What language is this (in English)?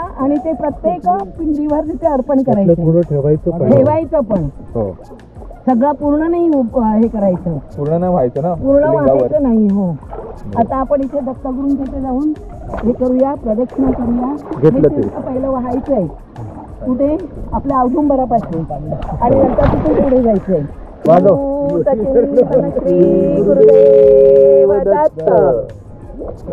Marathi